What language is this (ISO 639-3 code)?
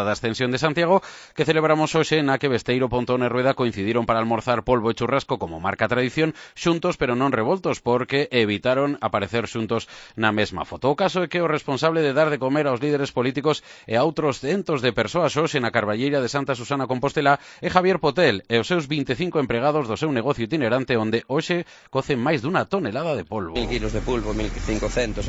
glg